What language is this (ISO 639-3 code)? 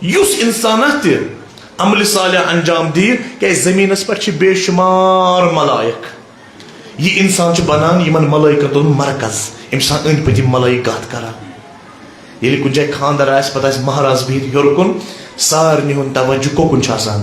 kas